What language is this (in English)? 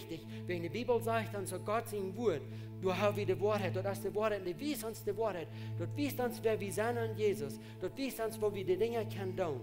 Plautdietsch